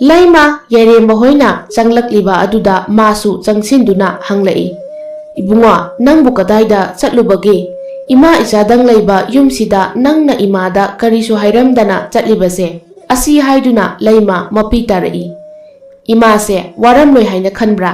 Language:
Manipuri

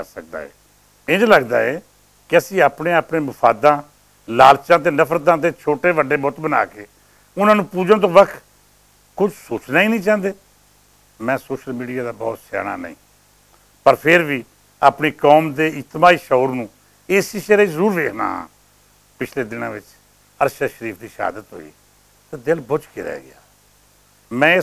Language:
Western Panjabi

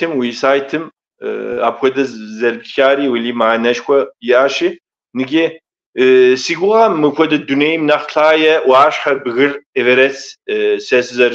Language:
Kabardian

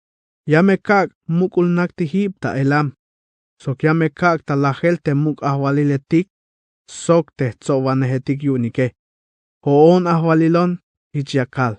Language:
Tzeltal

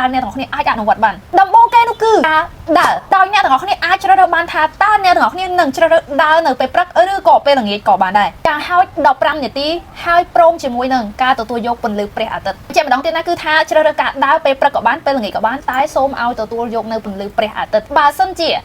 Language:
Khmer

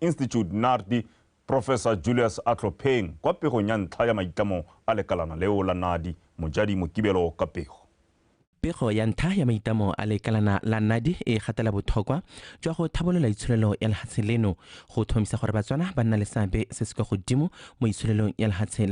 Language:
Tswana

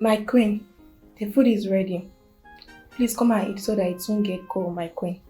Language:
Nigerian Pidgin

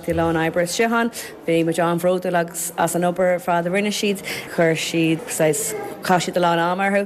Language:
Irish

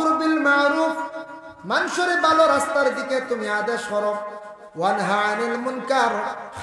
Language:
Sylheti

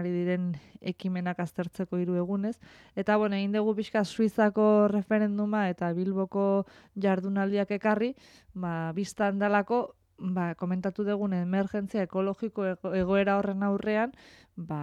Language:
Basque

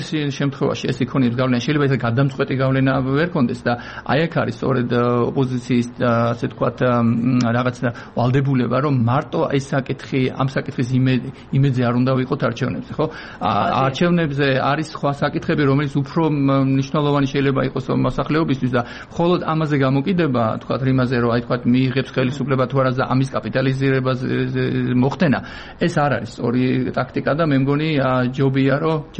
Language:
Georgian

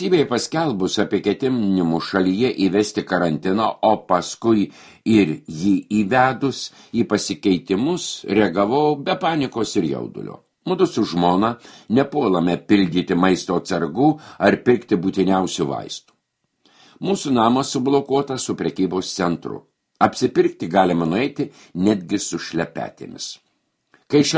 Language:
Lithuanian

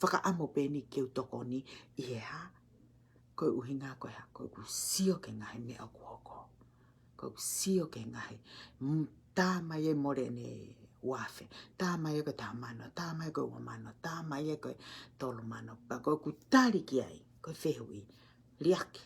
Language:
Tongan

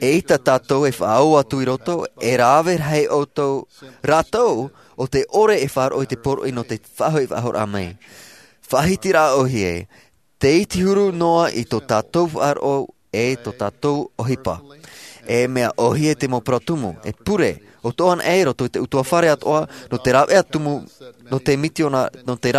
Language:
Tahitian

